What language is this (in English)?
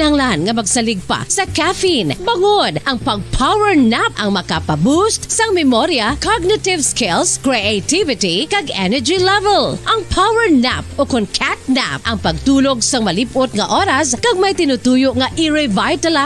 Hiligaynon